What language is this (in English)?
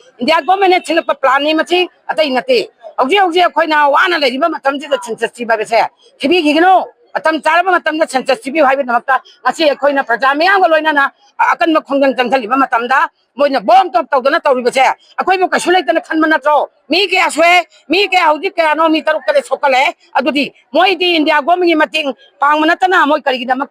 Manipuri